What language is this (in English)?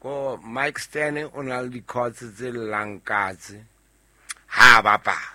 Southern Sotho